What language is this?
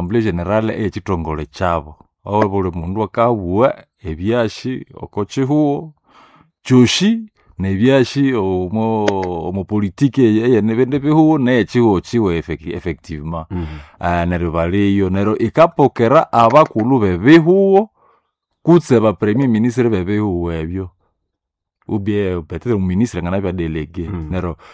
Nande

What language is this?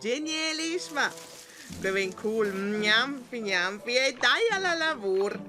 Romansh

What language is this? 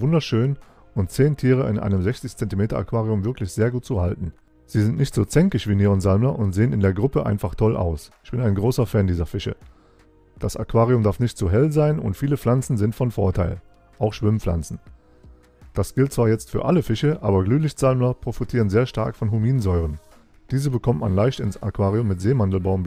German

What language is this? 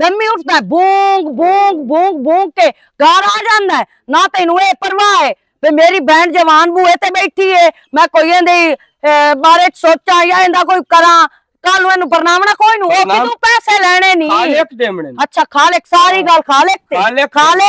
Western Panjabi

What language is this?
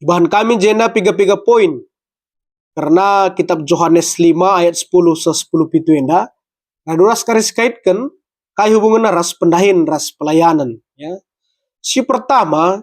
Batak Karo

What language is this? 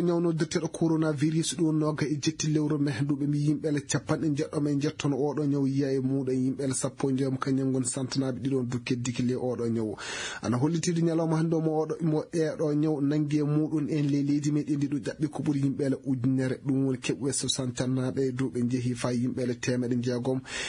Fula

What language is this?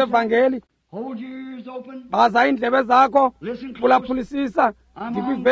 Xhosa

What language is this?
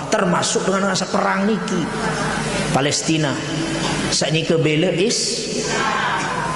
Sasak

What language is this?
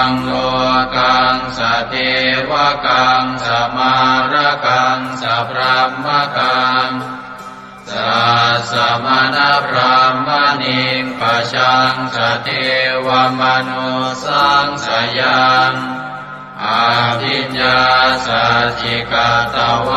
Pali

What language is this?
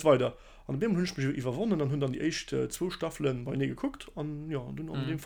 Luxembourgish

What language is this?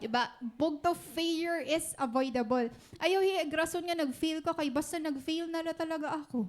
Waray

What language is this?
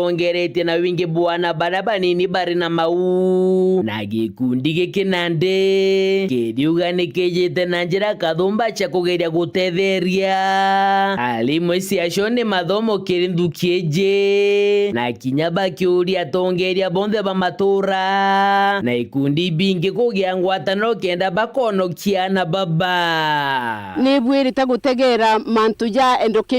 Meru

